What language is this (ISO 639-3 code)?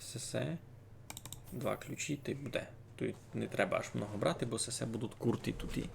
rue